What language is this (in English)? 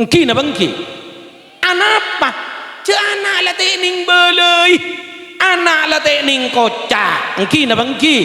Madurese